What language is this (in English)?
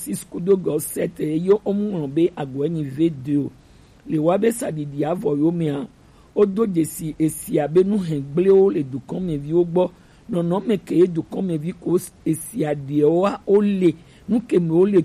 Gen